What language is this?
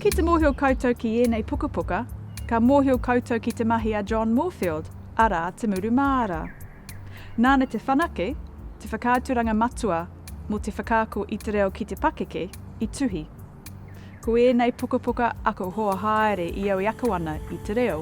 Māori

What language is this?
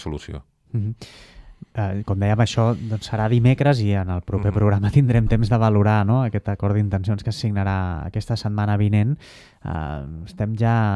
Catalan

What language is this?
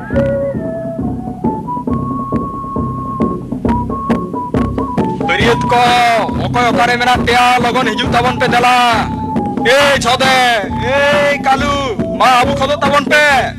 Santali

